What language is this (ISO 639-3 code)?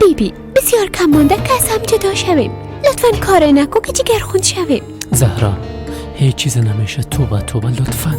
fas